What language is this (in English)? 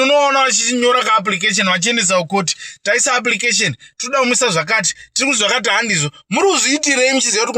Shona